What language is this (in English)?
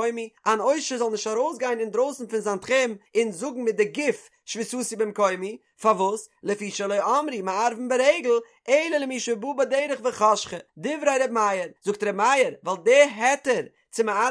Yiddish